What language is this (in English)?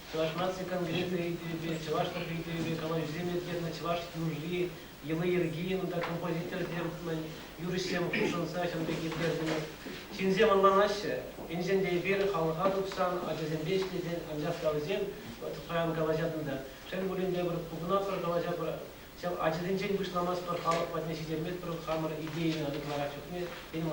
Chuvash